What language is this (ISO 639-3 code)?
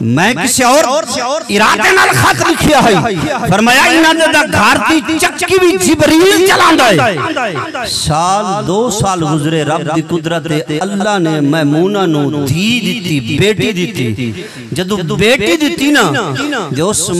skr